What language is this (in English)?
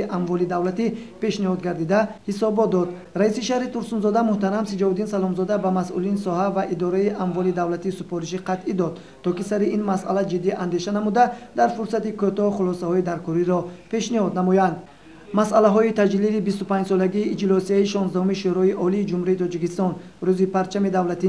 Tajik